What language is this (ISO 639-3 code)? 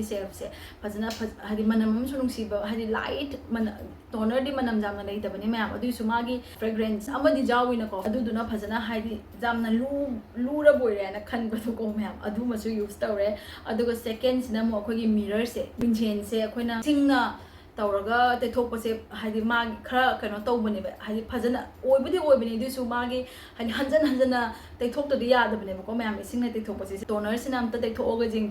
mni